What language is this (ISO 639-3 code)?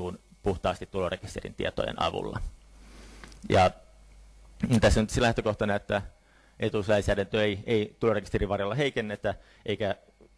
fin